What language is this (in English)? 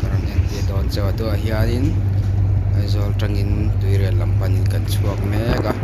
Mizo